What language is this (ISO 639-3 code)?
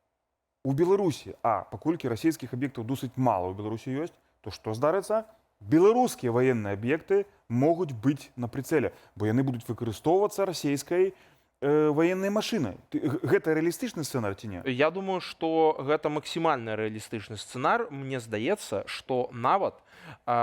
bel